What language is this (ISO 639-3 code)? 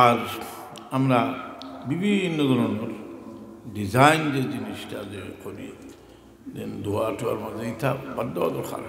syl